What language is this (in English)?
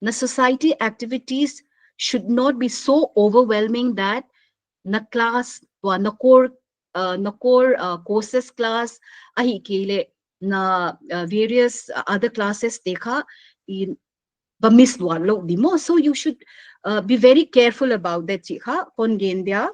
Paite Chin